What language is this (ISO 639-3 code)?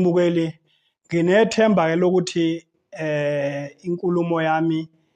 zul